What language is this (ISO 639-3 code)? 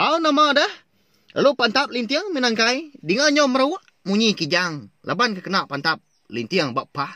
iba